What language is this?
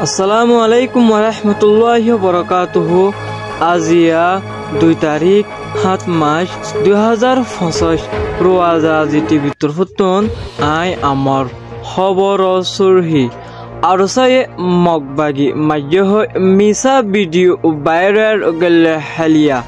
Rohingya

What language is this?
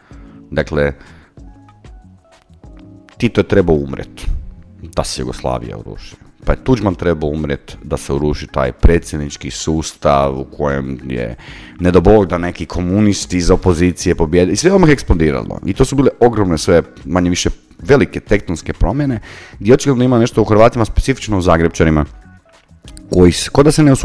Croatian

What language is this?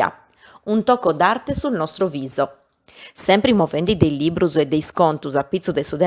Sardinian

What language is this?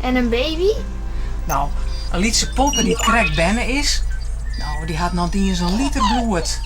Western Frisian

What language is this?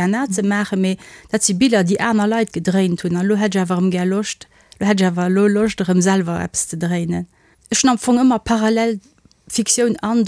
Luxembourgish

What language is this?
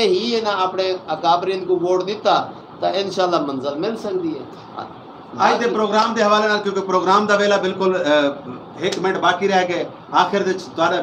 Saraiki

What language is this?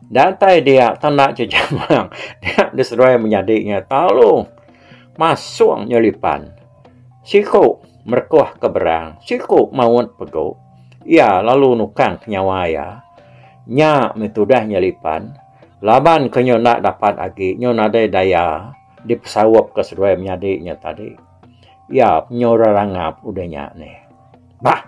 Iban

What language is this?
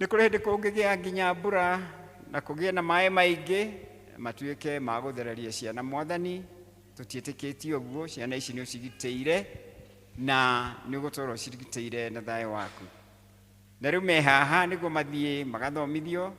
Kikuyu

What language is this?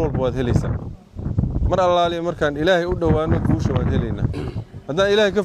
Somali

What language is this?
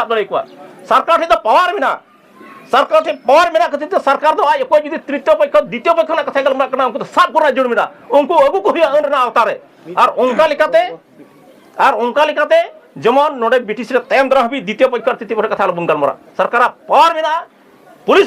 Santali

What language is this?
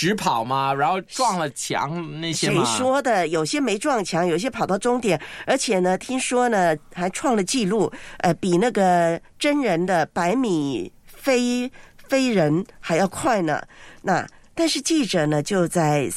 Chinese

